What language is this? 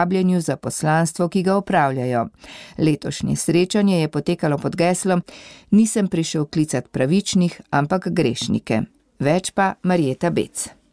Slovenian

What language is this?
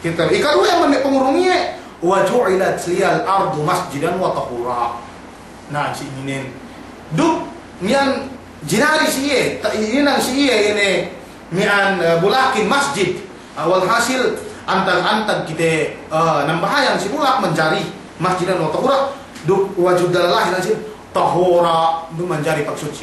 Yakan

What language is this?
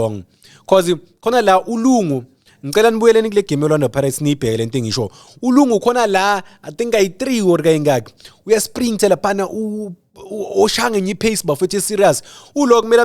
Zulu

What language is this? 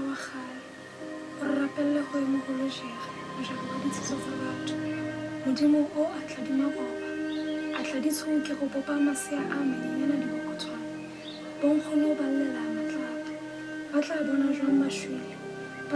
Southern Sotho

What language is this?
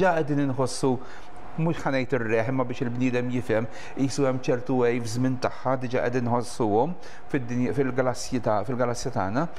Maltese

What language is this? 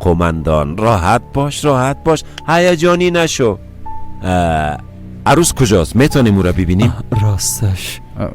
Persian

